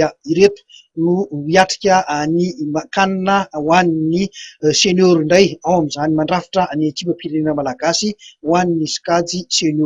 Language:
Malagasy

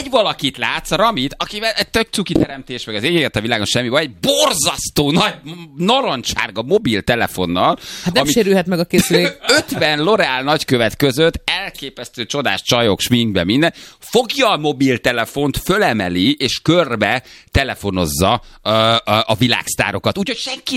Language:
Hungarian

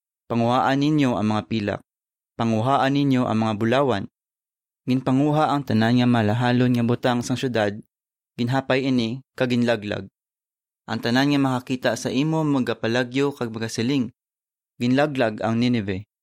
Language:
Hiligaynon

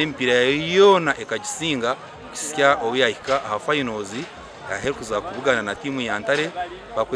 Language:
Nyankole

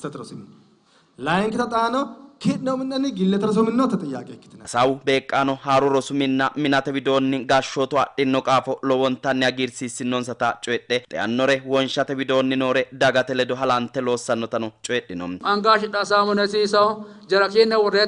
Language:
Sidamo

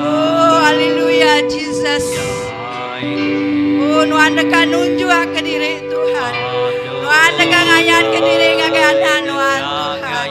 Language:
Iban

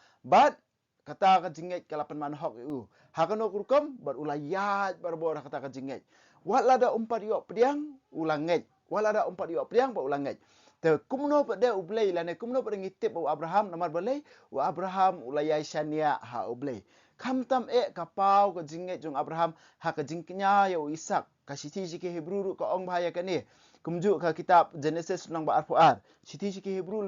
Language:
Khasi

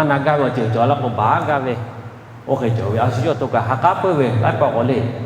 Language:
Lahu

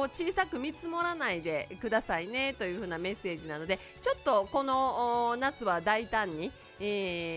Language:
Japanese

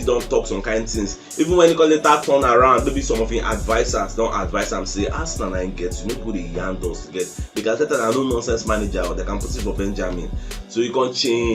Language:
Nigerian Pidgin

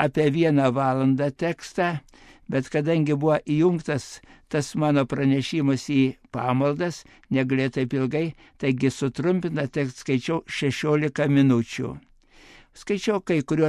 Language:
Lithuanian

